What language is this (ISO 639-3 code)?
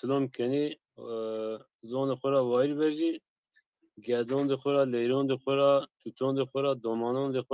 zza